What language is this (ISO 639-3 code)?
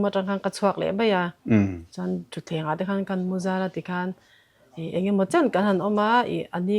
lus